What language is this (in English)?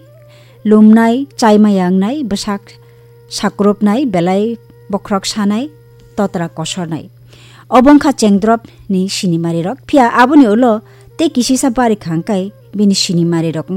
Kok Borok